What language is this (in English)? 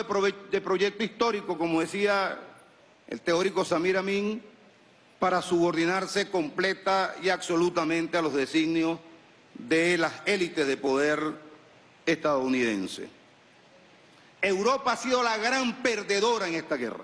Spanish